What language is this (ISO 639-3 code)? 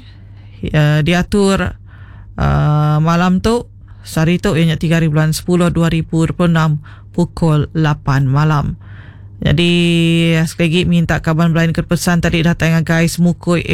iba